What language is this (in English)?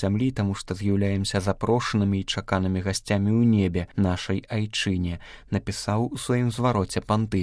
Belarusian